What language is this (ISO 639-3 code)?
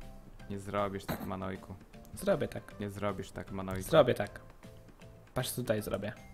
pol